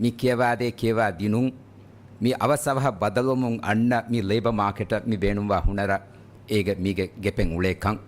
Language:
Divehi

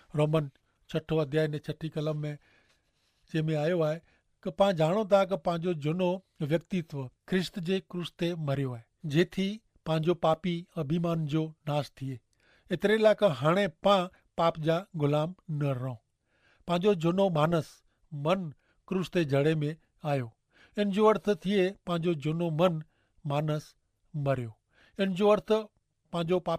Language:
Kachhi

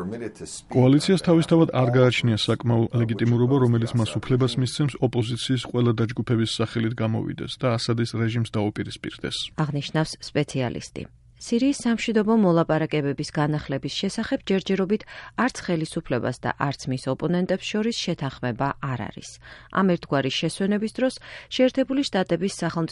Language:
Georgian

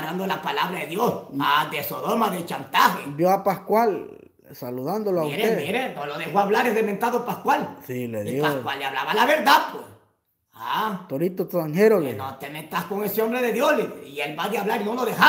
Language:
Spanish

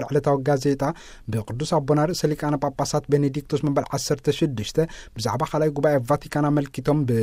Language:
Tigrinya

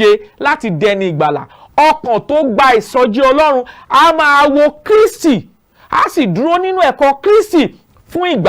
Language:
Yoruba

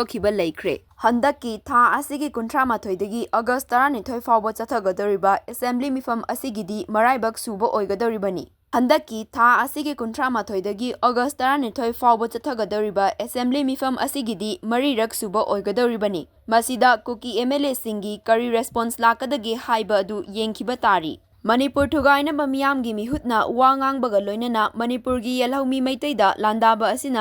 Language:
Manipuri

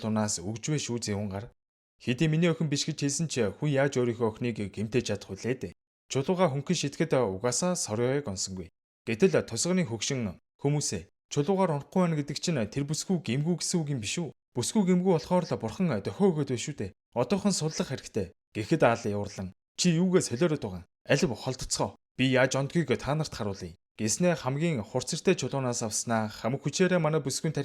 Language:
Mongolian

